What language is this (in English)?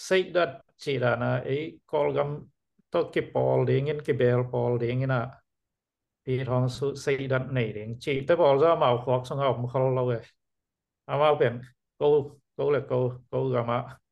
Tedim Chin